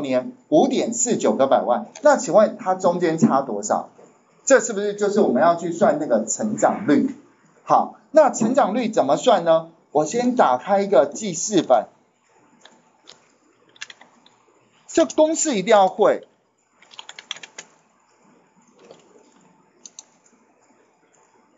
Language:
Chinese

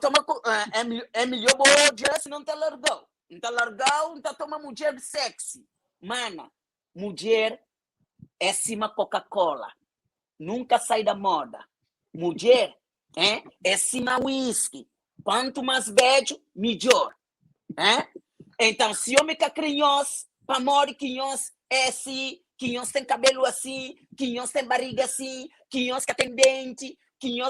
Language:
Kabuverdianu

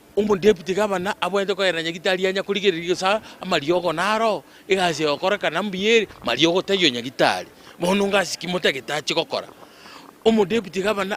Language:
Gusii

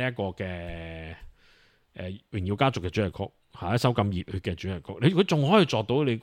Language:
Cantonese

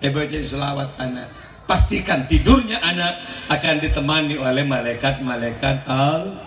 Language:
Madurese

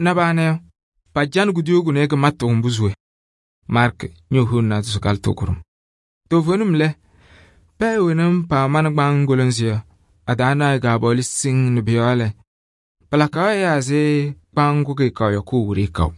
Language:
Kabiyè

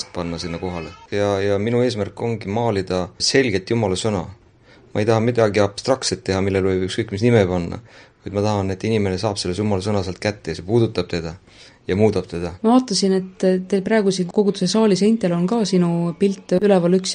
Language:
Estonian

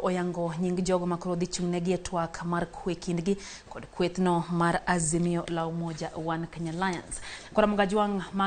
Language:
Luo (Kenya and Tanzania)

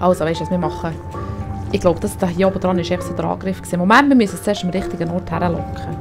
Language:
Swiss German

